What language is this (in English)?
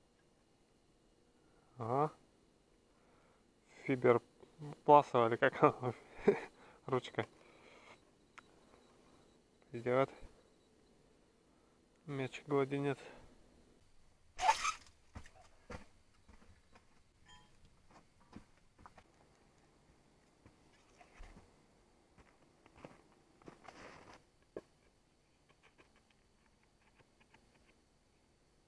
Russian